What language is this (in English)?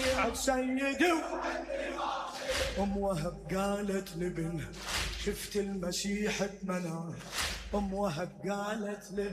Mesopotamian Arabic